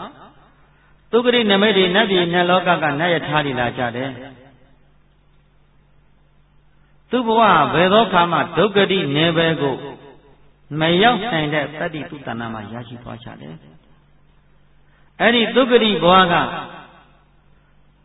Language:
Burmese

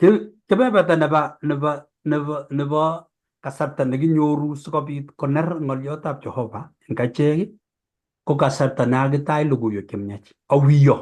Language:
Kalenjin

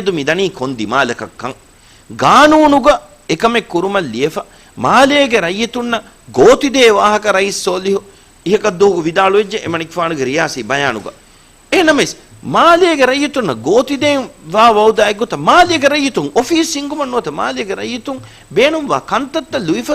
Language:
Divehi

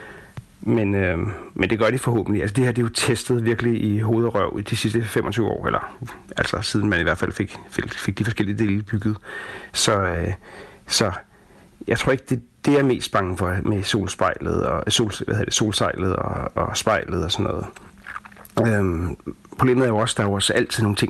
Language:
Danish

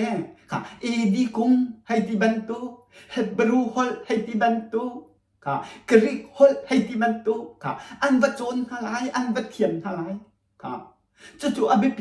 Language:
Hakha Chin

